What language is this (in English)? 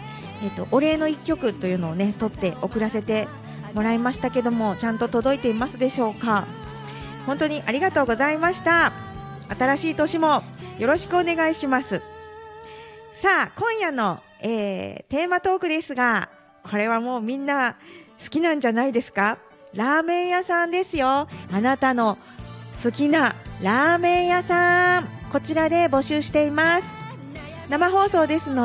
Japanese